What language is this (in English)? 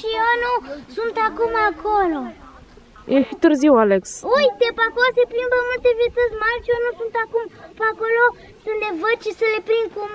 Romanian